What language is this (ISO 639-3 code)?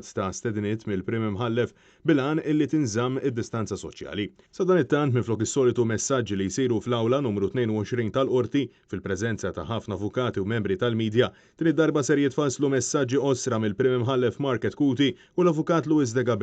mlt